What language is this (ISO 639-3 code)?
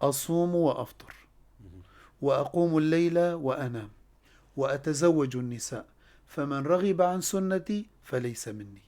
kur